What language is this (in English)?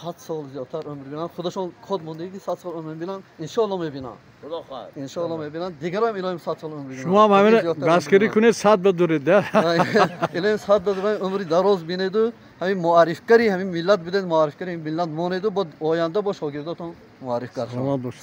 Tajik